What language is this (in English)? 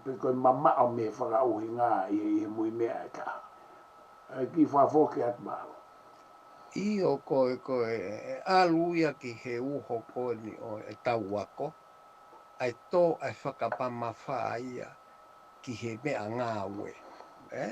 Tongan